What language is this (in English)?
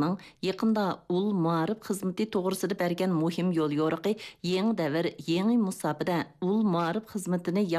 Uyghur